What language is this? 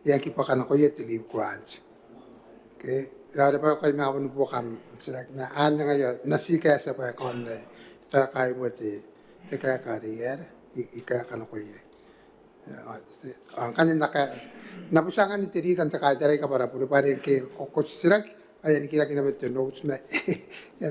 Gilbertese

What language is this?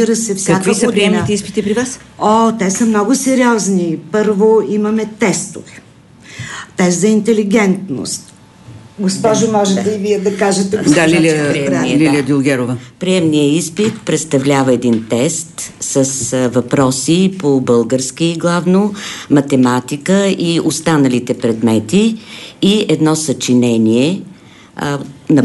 Bulgarian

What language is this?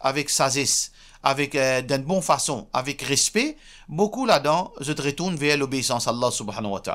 Morisyen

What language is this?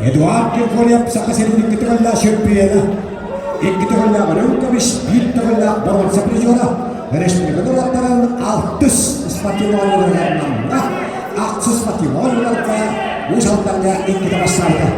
Yakut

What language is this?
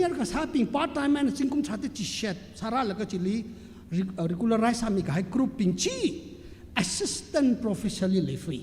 Tangkhul Naga (India)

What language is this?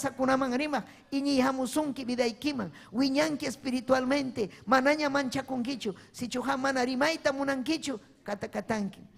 Ayacucho Quechua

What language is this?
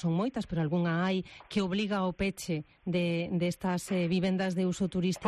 Galician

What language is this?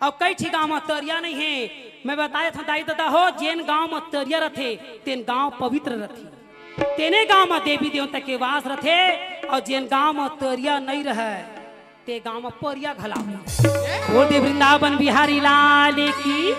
Chhattisgarhi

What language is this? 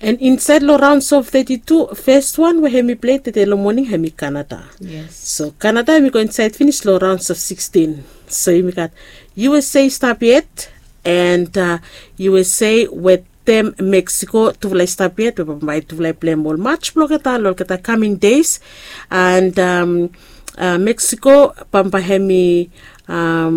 Bislama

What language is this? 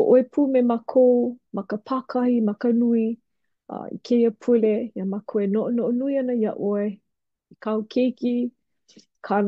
Hawaiian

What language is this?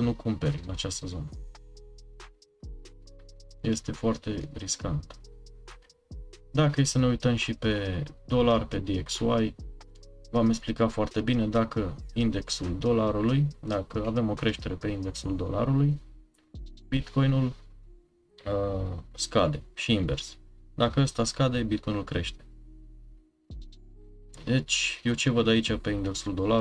Romanian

